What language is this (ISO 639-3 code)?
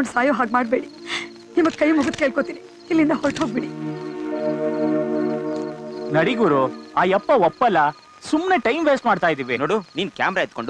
kan